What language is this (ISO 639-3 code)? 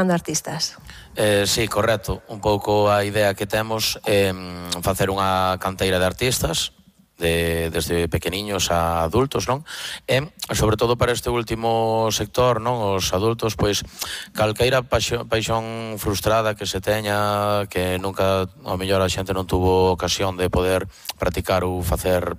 glg